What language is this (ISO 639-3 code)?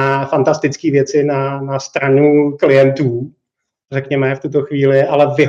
ces